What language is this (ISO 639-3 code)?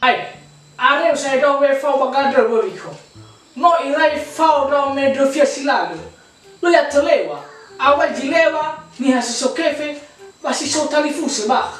nia